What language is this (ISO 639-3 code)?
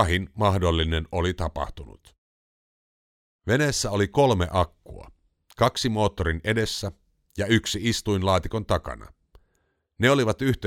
fin